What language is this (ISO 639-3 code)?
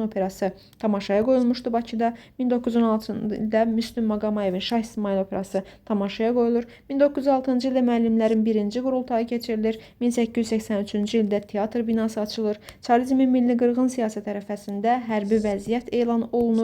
aze